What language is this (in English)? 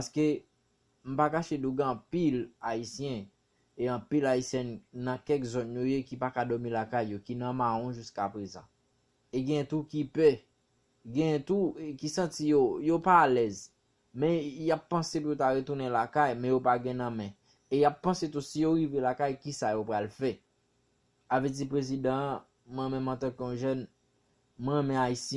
Haitian Creole